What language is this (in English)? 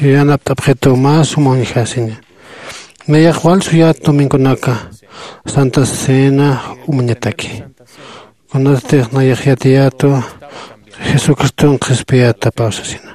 Aymara